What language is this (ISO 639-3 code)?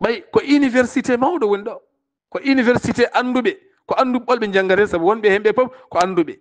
ful